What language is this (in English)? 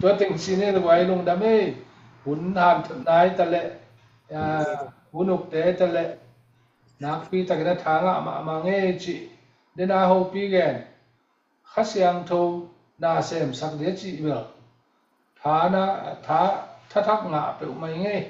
Tedim Chin